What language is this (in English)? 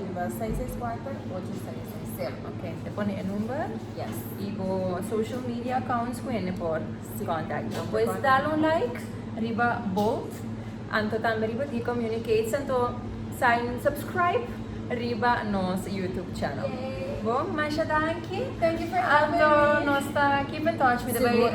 Papiamento